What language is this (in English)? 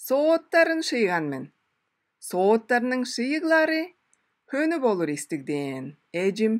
Tuvinian